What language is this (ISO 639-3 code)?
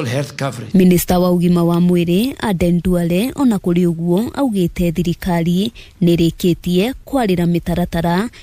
kik